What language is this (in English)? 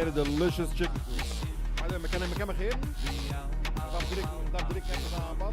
Yiddish